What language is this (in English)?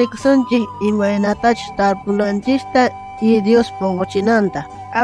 South Bolivian Quechua